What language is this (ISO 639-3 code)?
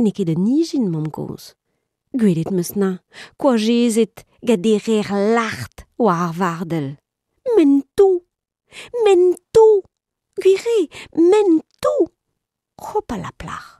bre